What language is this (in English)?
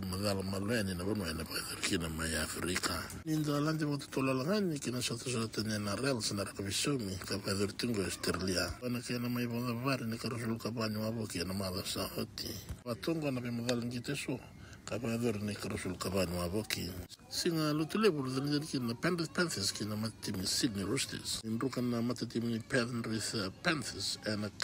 Fijian